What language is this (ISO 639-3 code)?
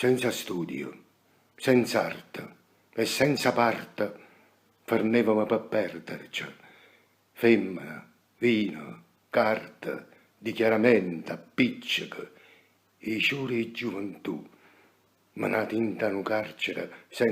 nap